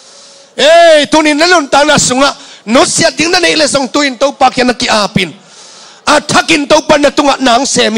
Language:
Tedim Chin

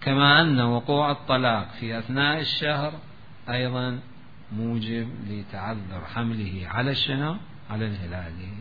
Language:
Mesopotamian Arabic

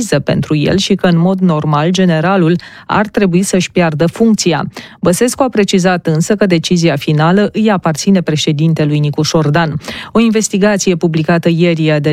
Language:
Romanian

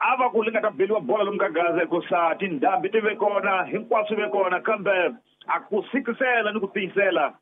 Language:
Tsonga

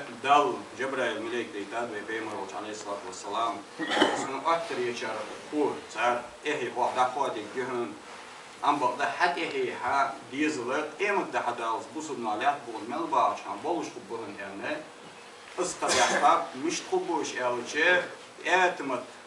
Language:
Ingush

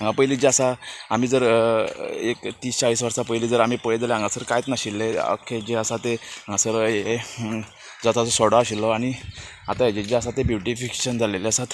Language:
Konkani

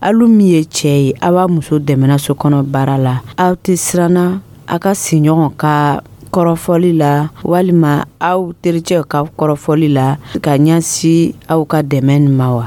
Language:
Dyula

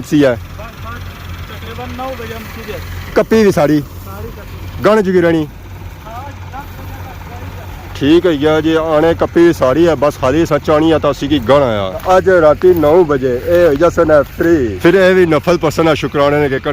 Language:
Pahari-Potwari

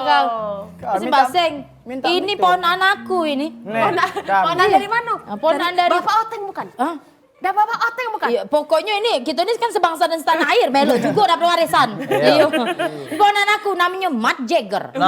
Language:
Musi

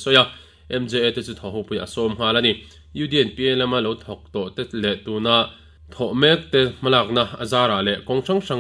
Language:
Mizo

